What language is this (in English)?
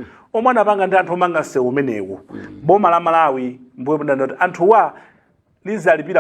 Nyanja